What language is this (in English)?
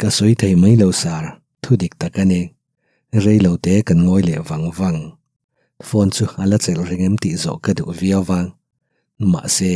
Mizo